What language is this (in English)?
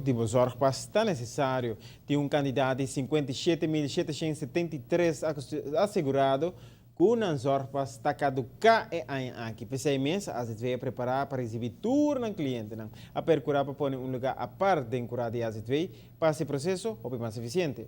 Papiamento